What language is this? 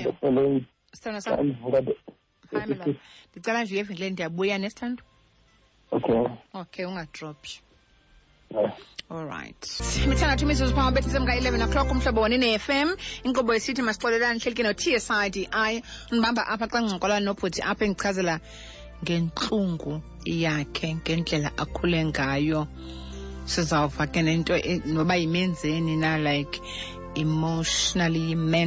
Xhosa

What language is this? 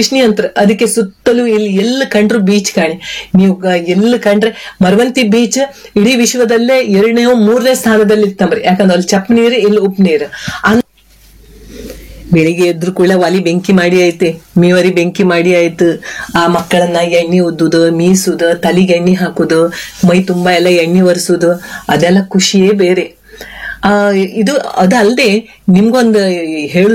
Kannada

